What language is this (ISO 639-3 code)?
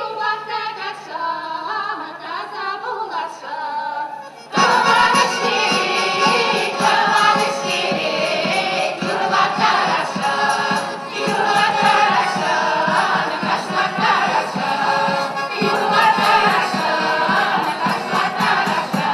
chv